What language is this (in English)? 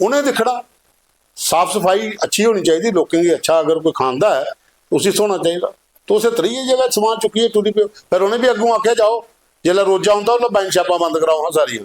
Dogri